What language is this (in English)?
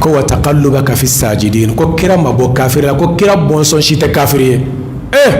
Bambara